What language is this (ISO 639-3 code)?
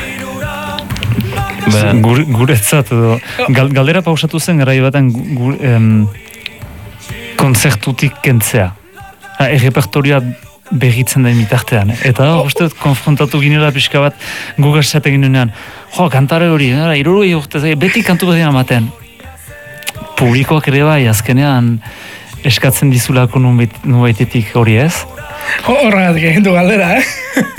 eus